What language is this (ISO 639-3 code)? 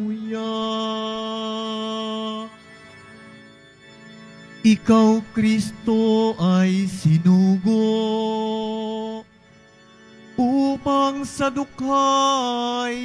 fil